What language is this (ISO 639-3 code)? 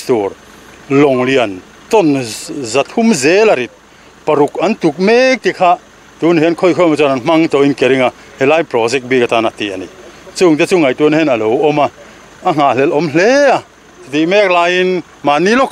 lus